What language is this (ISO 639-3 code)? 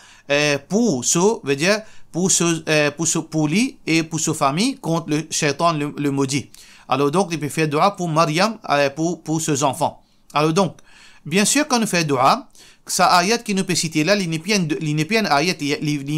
mfe